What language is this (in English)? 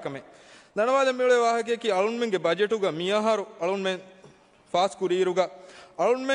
Divehi